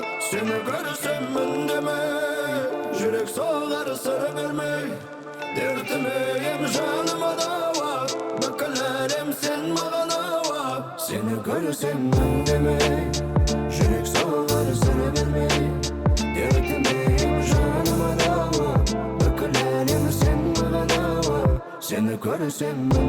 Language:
Crimean Tatar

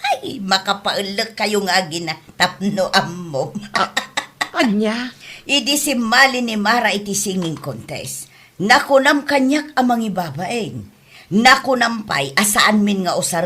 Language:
Iloko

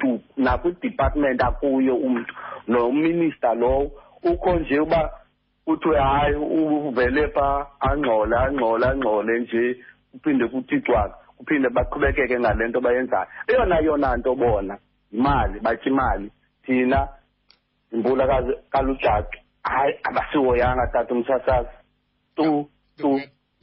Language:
Xhosa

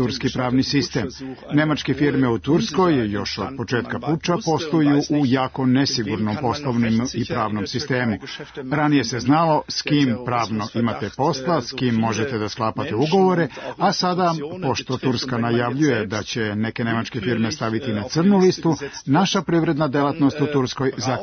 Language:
Serbian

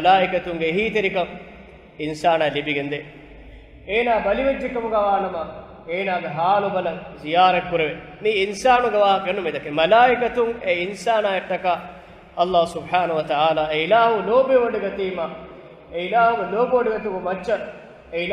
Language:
Divehi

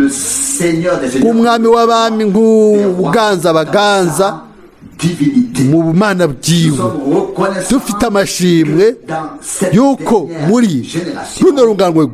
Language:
Rundi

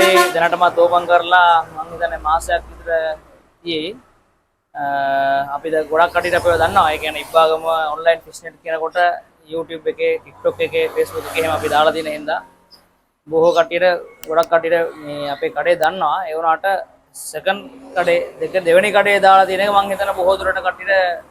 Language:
Sinhala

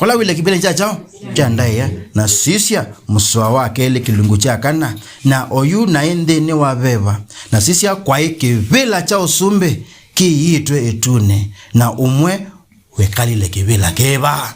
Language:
Kamba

